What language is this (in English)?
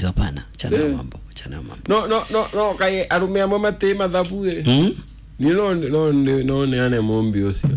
Kikuyu